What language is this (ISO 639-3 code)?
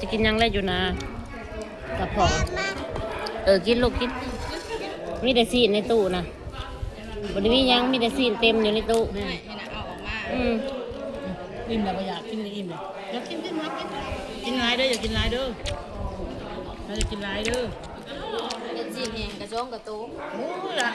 lao